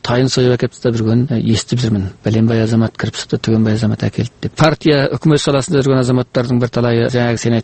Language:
Kazakh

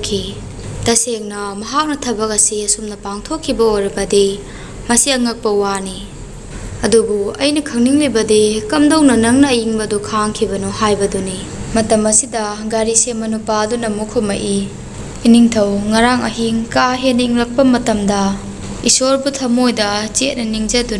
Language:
Manipuri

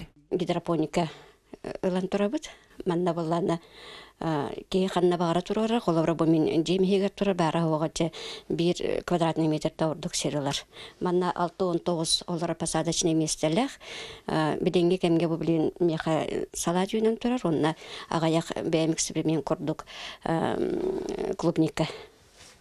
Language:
Yakut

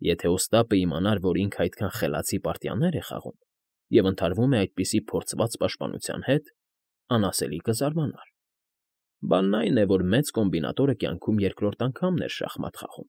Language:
Armenian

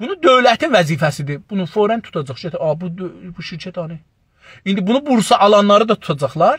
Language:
South Azerbaijani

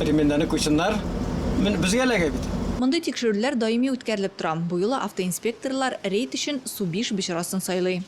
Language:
Tatar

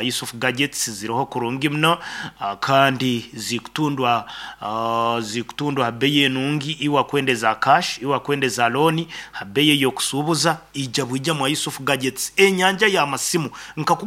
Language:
Nyoro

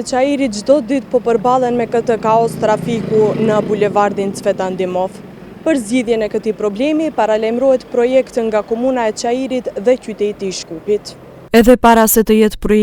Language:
Albanian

